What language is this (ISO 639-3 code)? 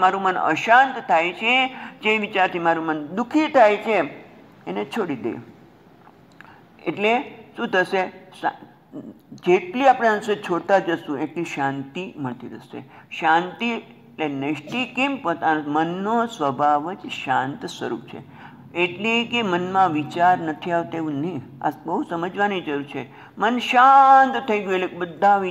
guj